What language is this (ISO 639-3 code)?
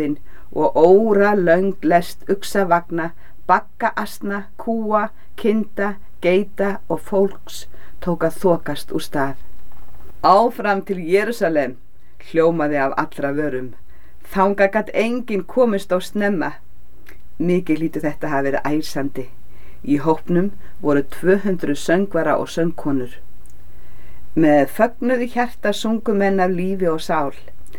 isl